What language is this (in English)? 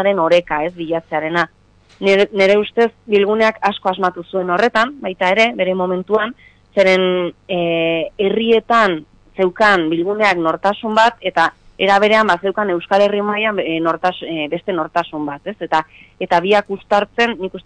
Basque